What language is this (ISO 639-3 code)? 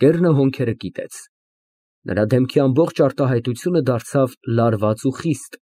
hye